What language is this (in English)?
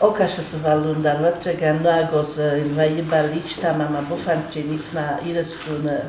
Ossetic